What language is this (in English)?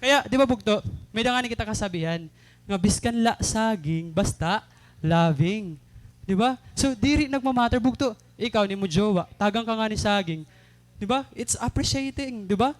Waray